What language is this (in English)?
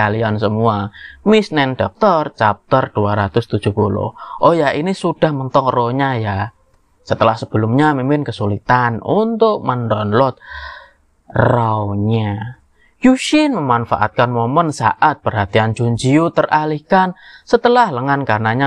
Indonesian